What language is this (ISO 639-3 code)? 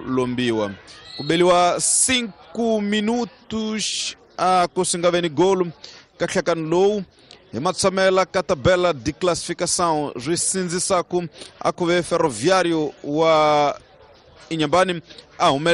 tso